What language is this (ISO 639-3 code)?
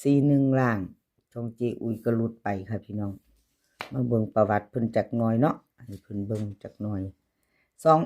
tts